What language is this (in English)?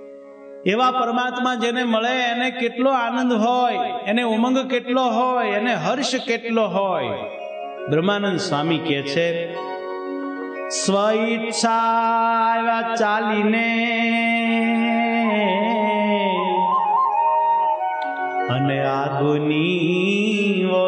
Gujarati